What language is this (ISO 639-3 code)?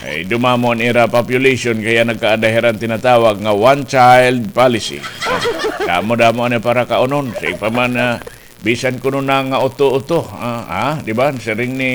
war